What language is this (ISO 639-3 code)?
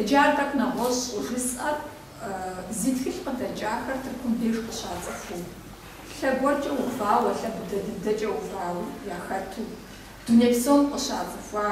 kbd